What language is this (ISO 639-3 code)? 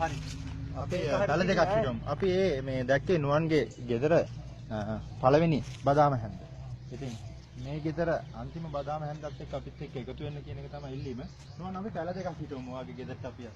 sin